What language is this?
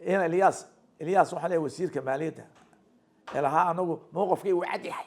Somali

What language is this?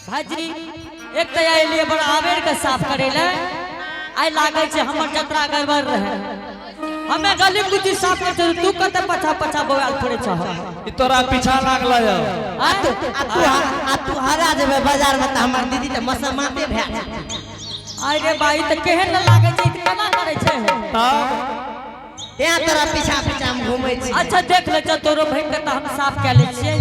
Angika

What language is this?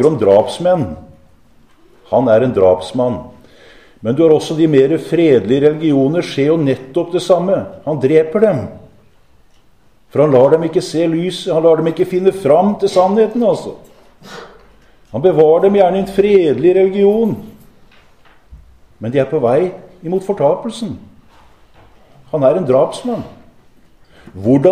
Norwegian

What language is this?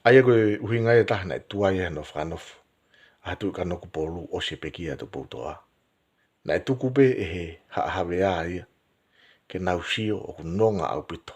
Tongan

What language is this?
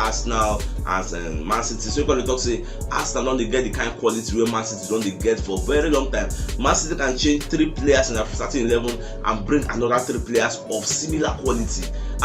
Nigerian Pidgin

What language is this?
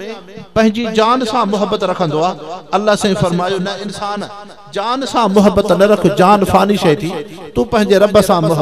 Sindhi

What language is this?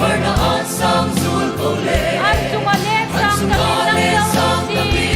Hmar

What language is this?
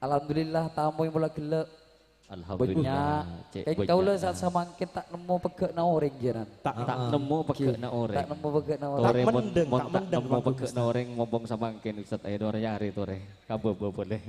Madurese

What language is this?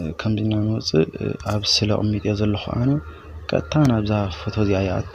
Tigrinya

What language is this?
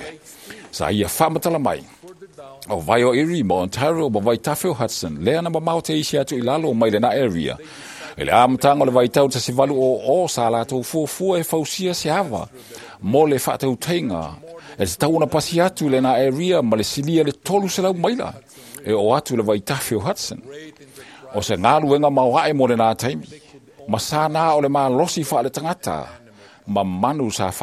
Samoan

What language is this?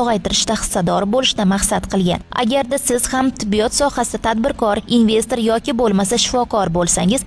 Uzbek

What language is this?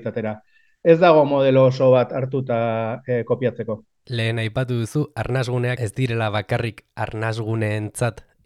Basque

